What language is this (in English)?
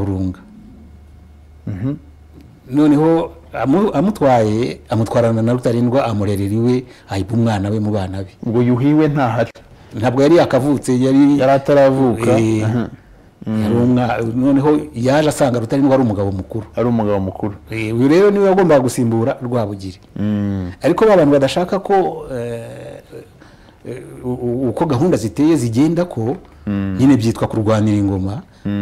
Kinyarwanda